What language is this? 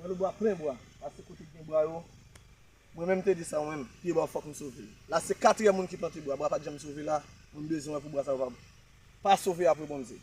Haitian Creole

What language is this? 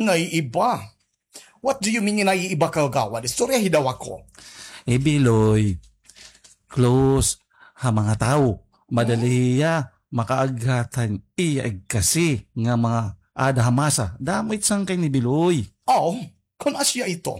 Waray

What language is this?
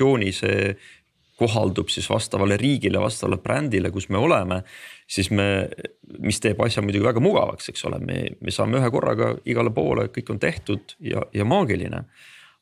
Estonian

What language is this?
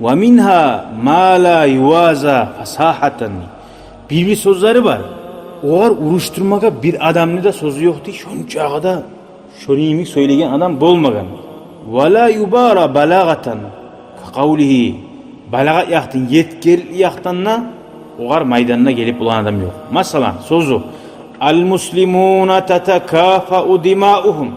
Kumyk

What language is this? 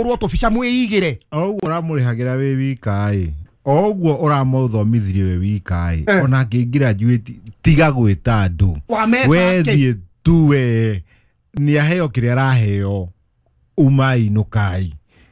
Kikuyu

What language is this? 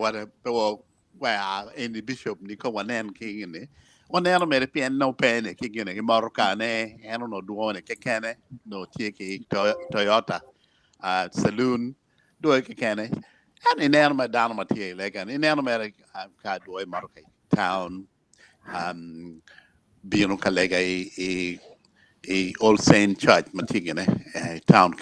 Acoli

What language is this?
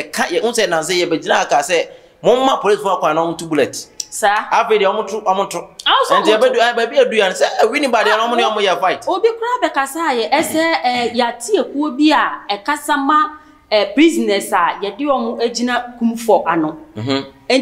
Akan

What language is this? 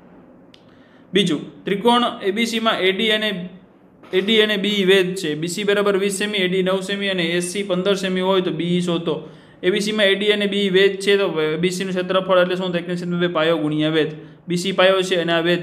Gujarati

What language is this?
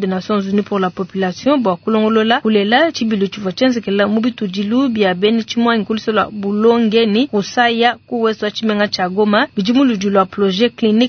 Luba-Lulua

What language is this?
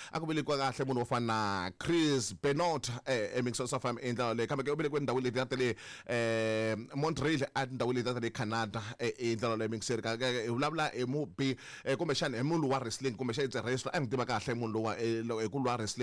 Tsonga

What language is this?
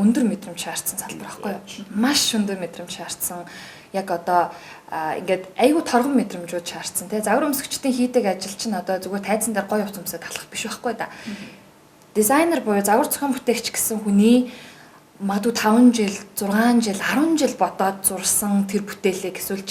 Mongolian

